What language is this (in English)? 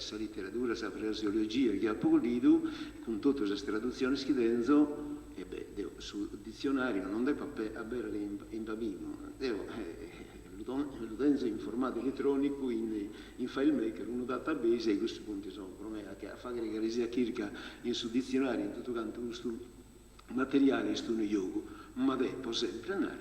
Sardinian